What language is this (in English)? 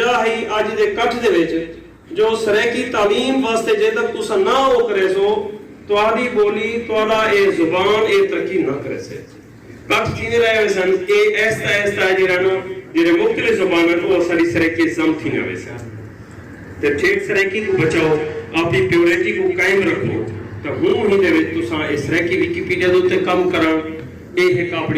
Saraiki